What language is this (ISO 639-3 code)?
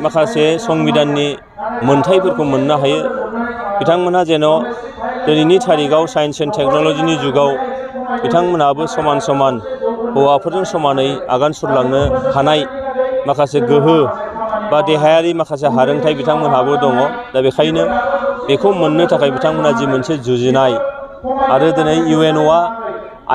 brx